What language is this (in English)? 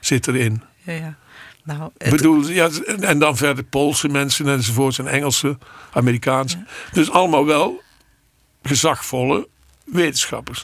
Dutch